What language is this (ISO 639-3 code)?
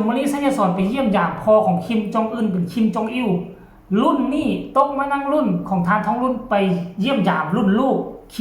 lao